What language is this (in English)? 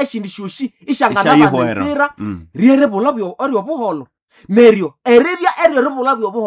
Nande